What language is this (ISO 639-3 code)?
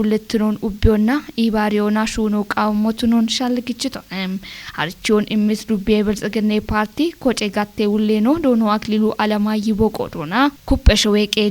kbr